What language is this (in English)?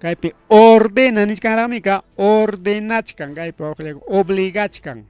Ayacucho Quechua